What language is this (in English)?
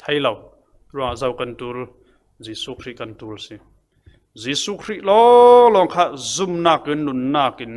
Falam Chin